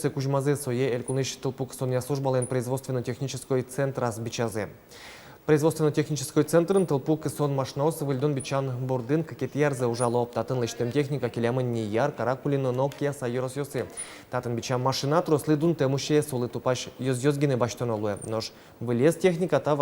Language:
Udmurt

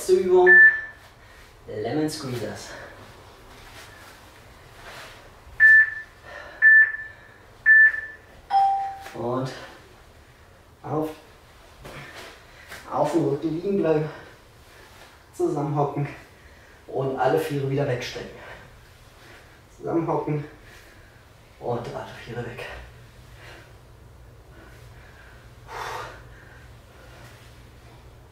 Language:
German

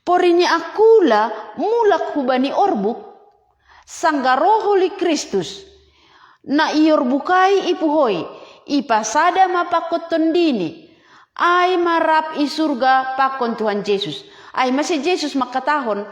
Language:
Batak Simalungun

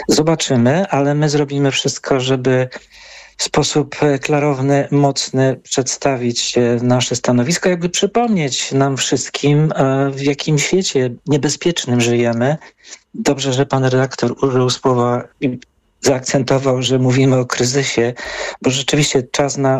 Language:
Polish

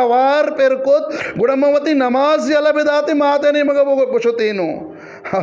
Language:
Eastern Balochi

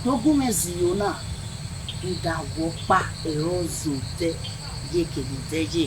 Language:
Bini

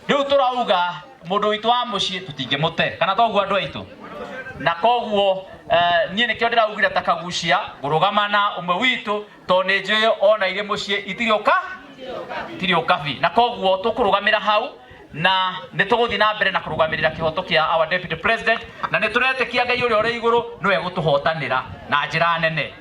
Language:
Kikuyu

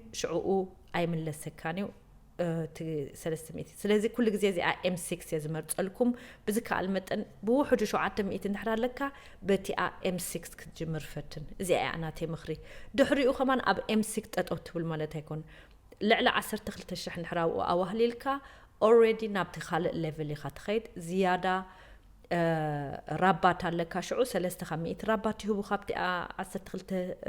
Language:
Tigrinya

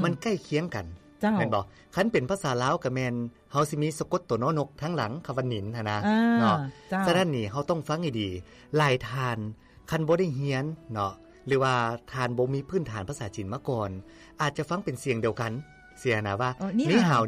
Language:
Lao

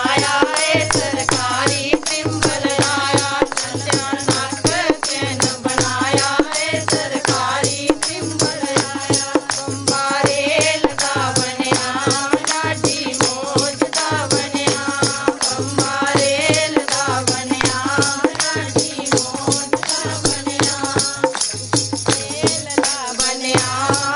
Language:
Dogri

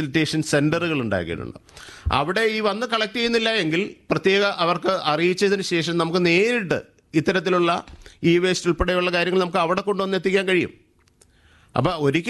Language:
Malayalam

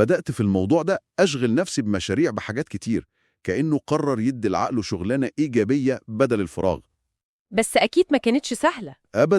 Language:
Egyptian Arabic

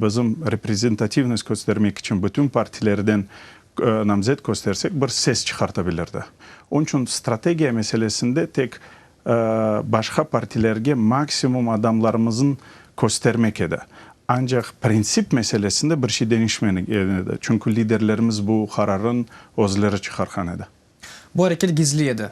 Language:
Crimean Tatar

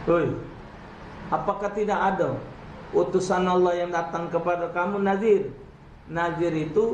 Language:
Musi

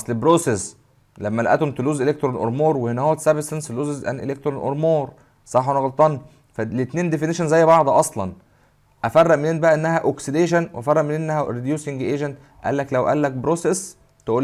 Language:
Egyptian Arabic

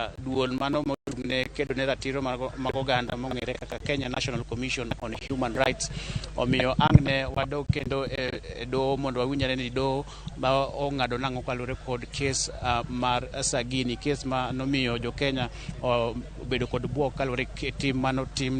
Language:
Luo (Kenya and Tanzania)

